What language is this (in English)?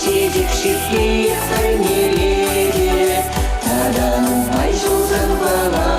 Chuvash